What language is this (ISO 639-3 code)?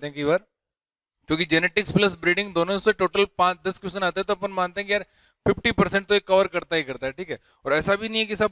hin